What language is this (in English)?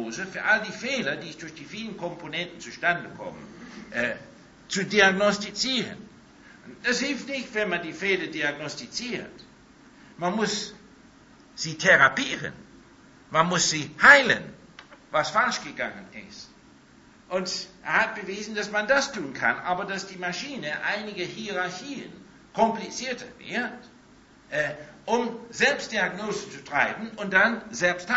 German